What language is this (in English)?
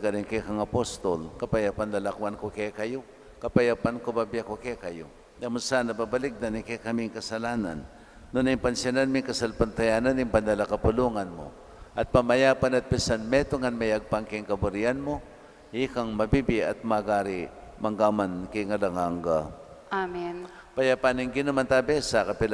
Pampanga